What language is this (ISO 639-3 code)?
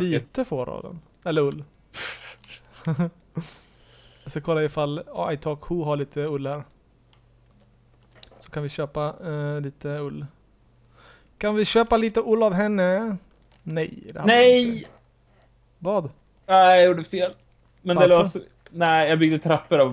swe